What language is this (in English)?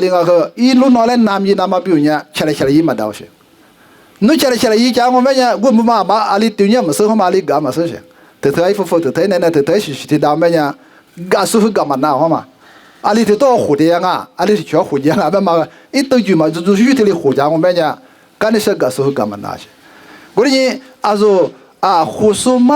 Lisu